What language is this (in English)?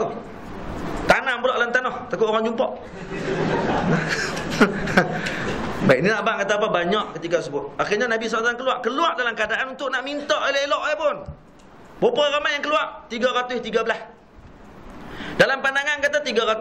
Malay